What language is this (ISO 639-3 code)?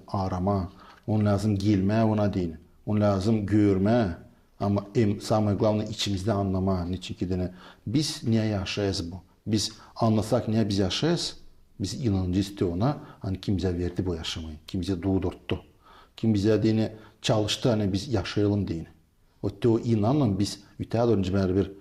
gag